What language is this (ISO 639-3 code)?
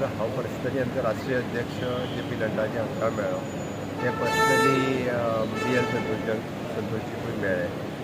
kok